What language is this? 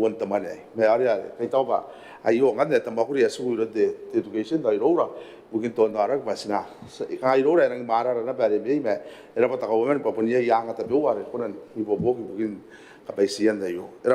Gilbertese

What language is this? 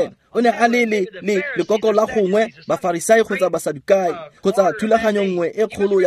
Tswana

